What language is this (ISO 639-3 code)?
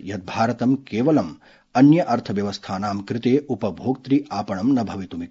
san